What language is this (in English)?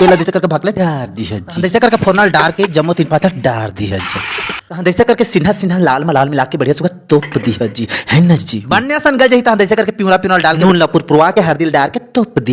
Chhattisgarhi